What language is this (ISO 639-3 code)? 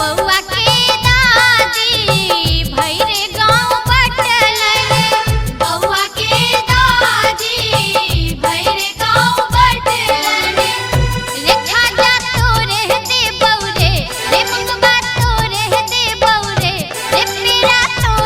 mai